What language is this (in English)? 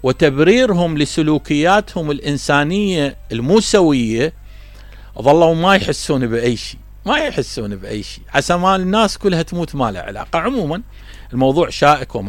Mesopotamian Arabic